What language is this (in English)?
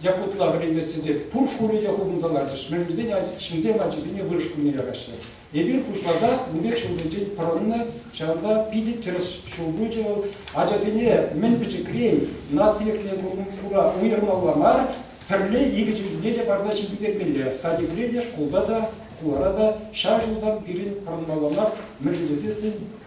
Chuvash